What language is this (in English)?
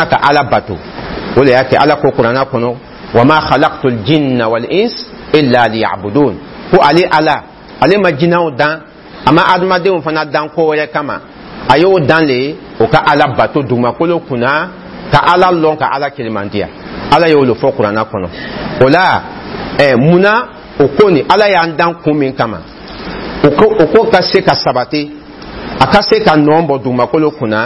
Dyula